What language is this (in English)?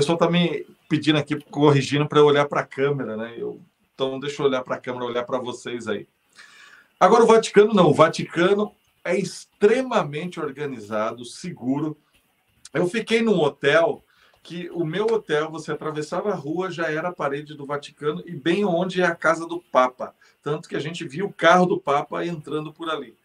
Portuguese